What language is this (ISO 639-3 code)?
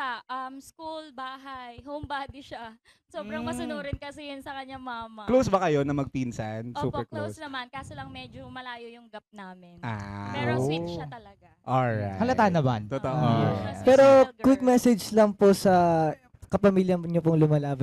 fil